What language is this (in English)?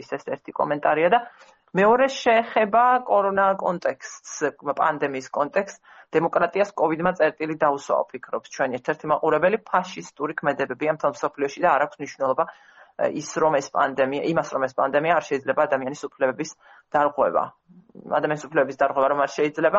Georgian